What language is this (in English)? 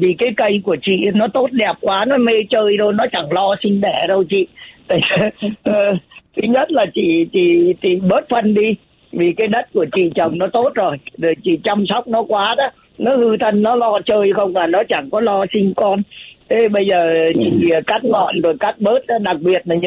Vietnamese